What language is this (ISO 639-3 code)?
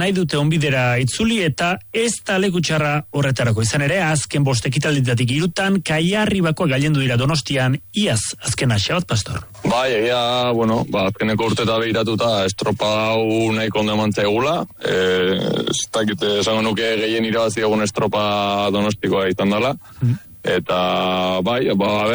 eus